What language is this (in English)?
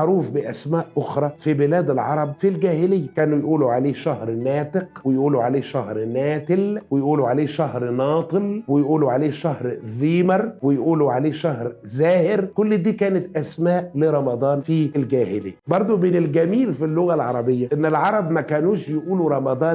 Egyptian Arabic